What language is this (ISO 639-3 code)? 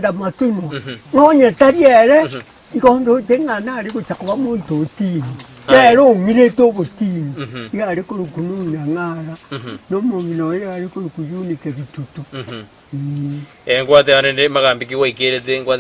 guz